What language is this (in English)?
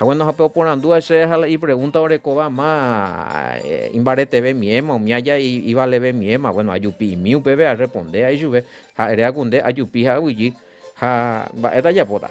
Guarani